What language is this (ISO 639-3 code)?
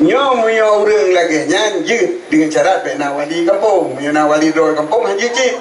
ace